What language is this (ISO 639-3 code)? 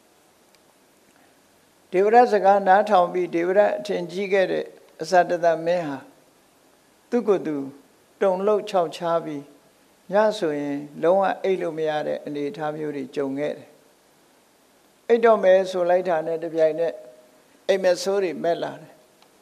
mya